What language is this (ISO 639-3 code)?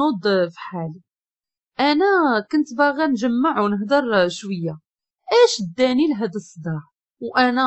ary